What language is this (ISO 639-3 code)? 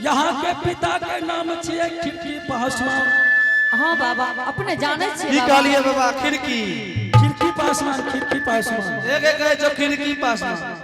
anp